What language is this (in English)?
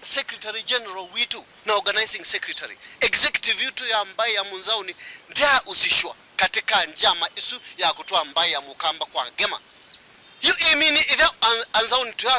Kamba